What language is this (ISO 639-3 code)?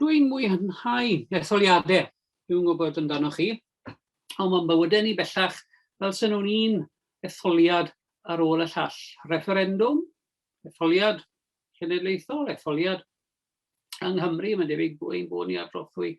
cym